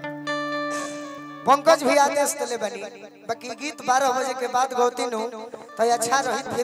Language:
Bhojpuri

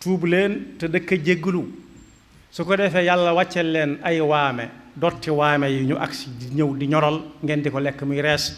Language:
Wolof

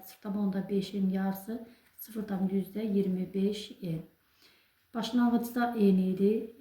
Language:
Azerbaijani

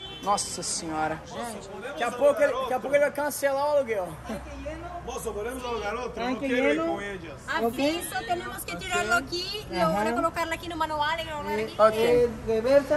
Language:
Portuguese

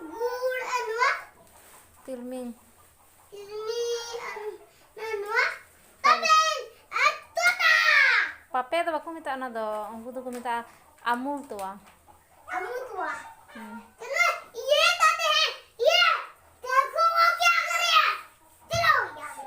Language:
Santali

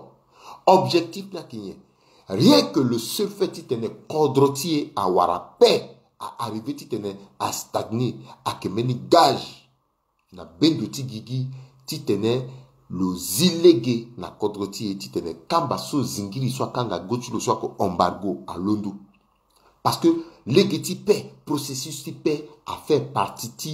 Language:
Sango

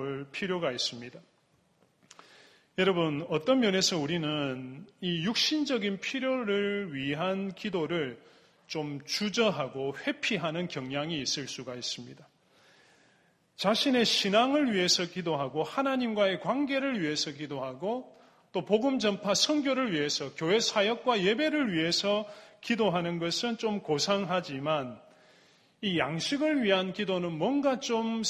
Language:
Korean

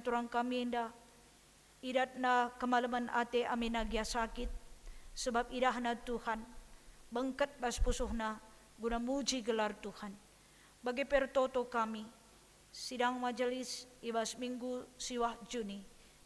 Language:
Batak Karo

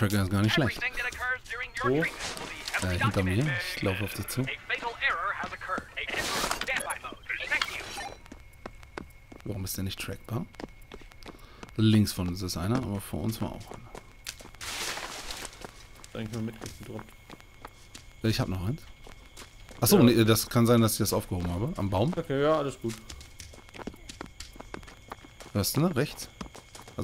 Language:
German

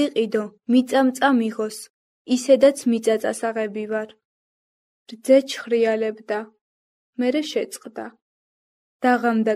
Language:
Georgian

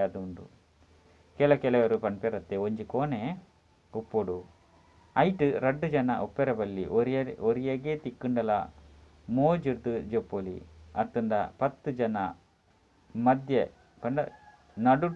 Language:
Tulu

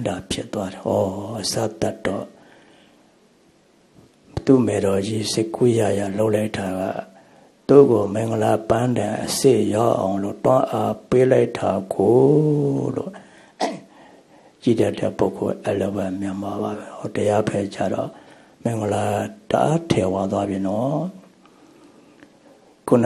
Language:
Burmese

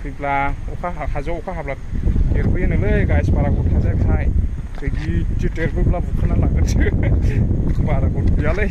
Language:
Bodo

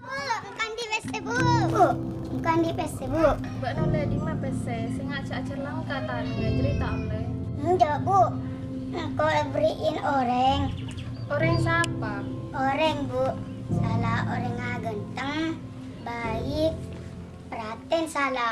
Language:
Madurese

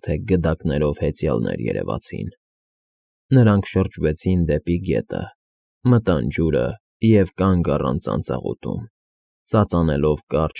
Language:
Armenian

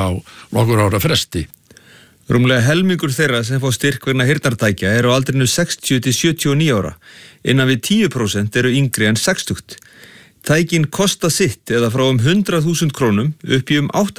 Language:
Icelandic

